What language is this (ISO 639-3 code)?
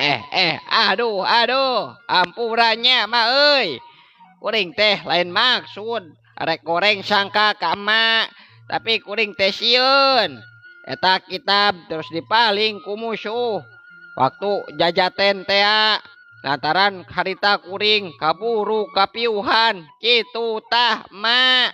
sun